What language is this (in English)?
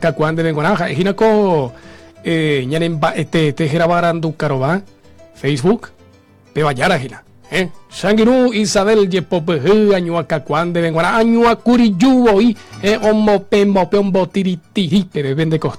Guarani